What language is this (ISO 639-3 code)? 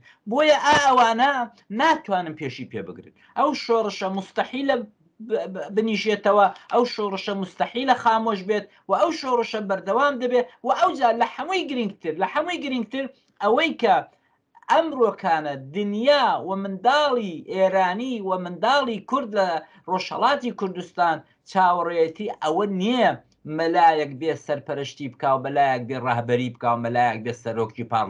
ckb